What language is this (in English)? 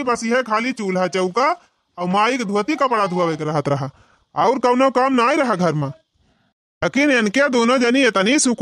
Awadhi